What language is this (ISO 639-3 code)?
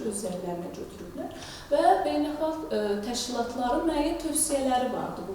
aze